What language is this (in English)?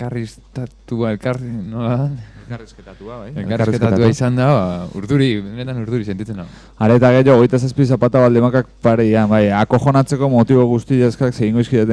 Basque